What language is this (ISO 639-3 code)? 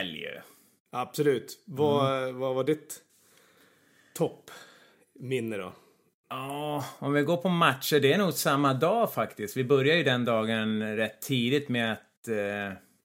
swe